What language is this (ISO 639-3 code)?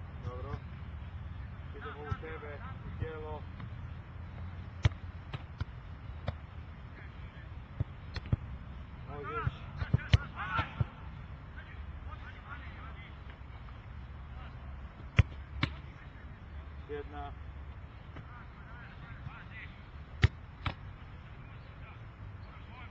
hrv